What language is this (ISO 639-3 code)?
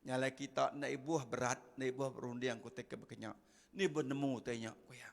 iba